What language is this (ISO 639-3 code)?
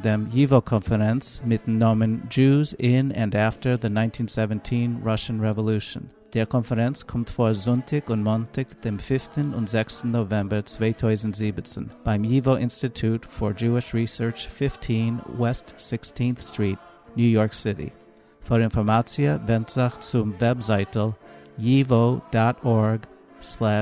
yid